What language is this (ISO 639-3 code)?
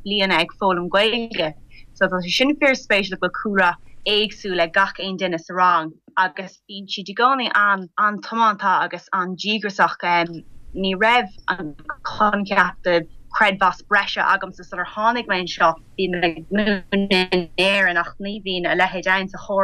gle